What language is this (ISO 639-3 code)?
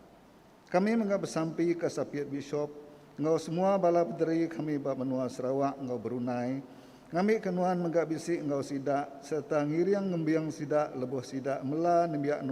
iba